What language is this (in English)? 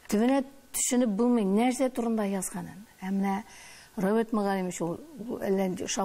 Tatar